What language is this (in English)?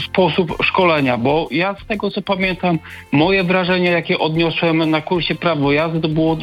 Polish